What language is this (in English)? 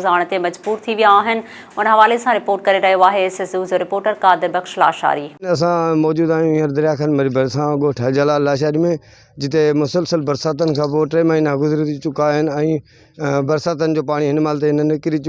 Sindhi